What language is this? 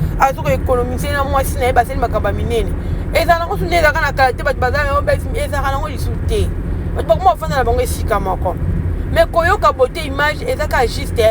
Lingala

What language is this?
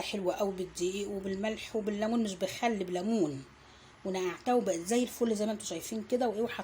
Egyptian Arabic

